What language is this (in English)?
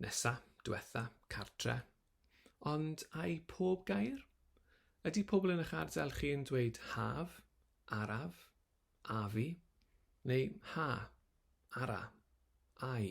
Welsh